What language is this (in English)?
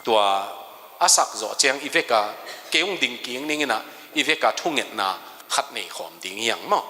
Tedim Chin